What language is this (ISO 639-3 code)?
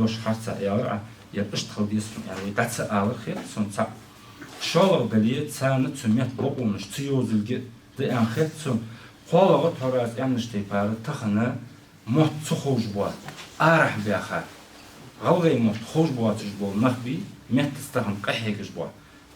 inh